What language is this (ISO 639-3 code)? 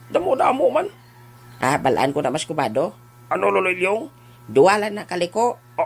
hil